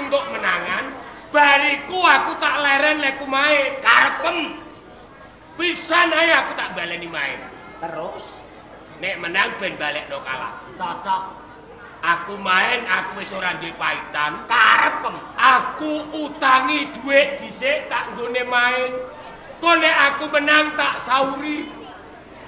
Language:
Javanese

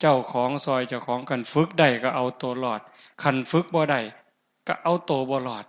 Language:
Northeastern Thai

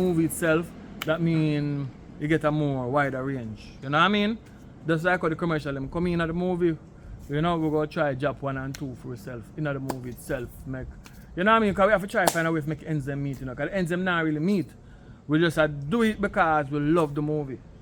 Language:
Jamaican Creole English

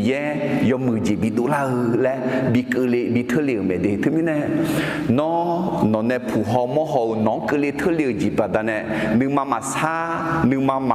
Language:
Akha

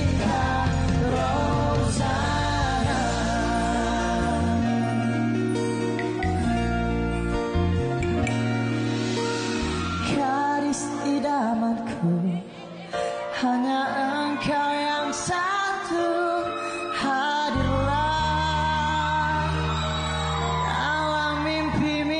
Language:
Malay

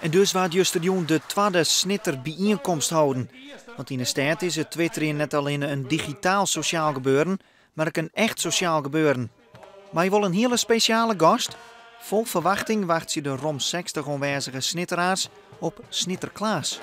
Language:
Western Frisian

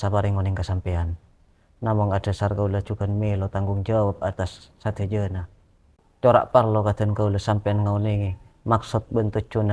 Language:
Madurese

